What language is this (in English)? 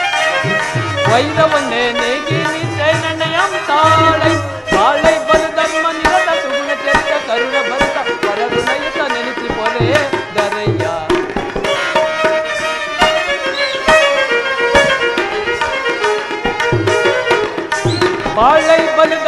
Kannada